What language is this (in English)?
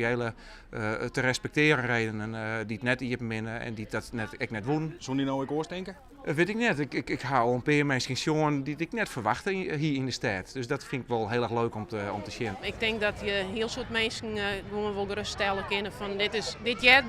Western Frisian